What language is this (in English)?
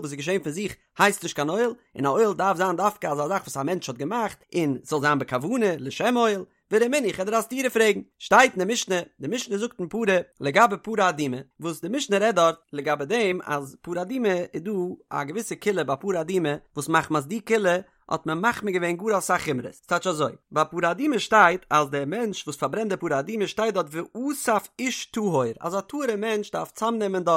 Yiddish